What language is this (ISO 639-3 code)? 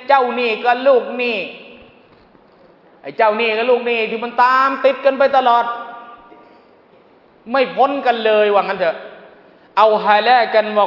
tha